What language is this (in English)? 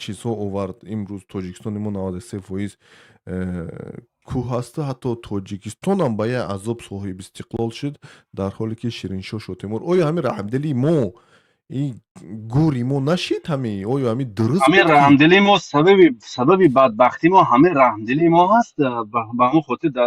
Tajik